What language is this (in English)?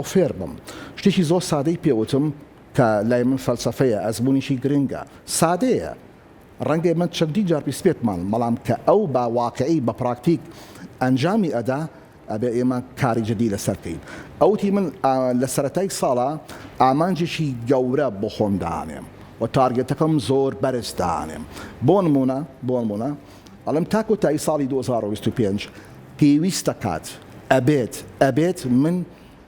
Central Kurdish